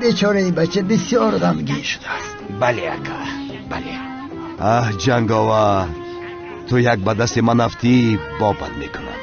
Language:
Tajik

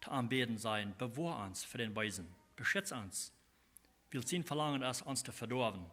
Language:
Plautdietsch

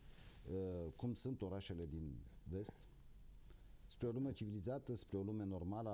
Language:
Romanian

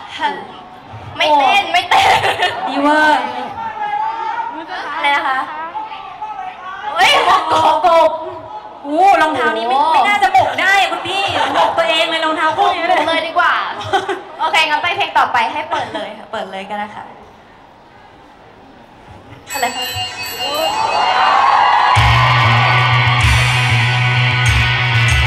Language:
Thai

